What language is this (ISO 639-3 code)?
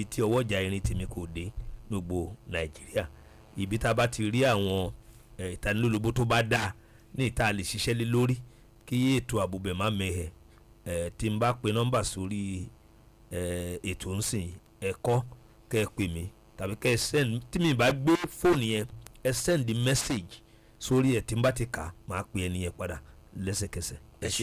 yor